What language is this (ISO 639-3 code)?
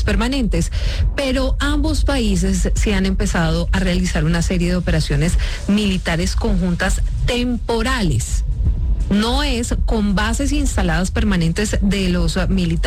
spa